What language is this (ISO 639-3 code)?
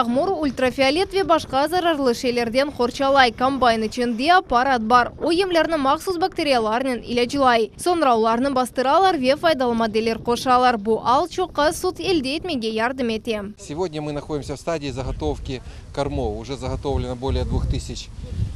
crh